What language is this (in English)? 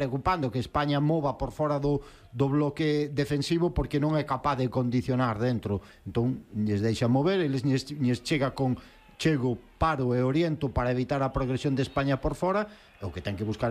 Galician